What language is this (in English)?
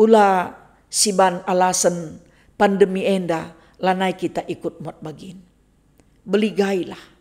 Batak Karo